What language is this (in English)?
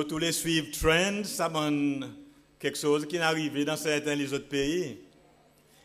Seselwa Creole French